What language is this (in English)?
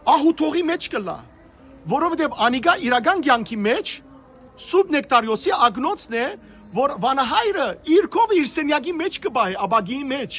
Western Armenian